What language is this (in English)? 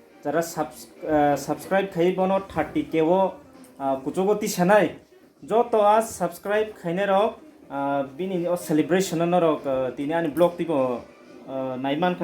Kok Borok